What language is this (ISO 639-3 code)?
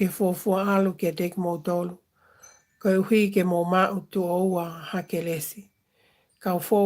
ton